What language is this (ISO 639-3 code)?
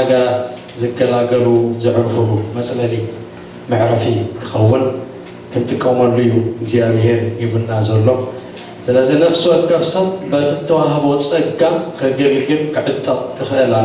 tir